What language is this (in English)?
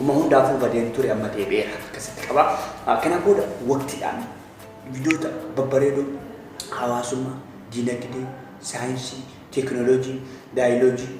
Oromo